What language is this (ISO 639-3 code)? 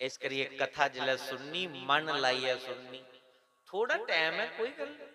doi